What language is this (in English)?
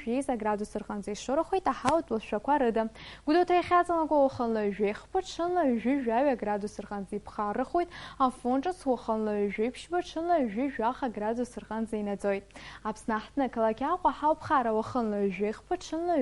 Abkhazian